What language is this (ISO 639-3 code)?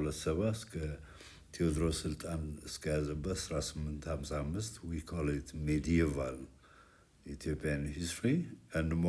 amh